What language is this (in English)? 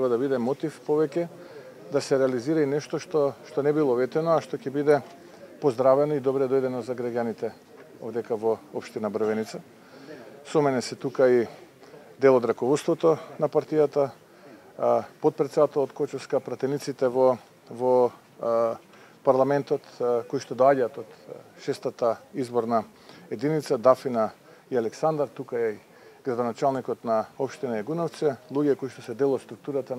Macedonian